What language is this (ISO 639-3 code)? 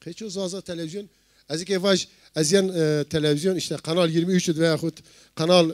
zza